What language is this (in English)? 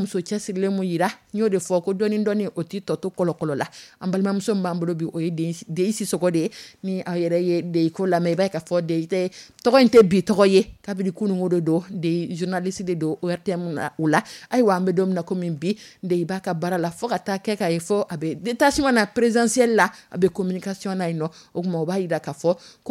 Dyula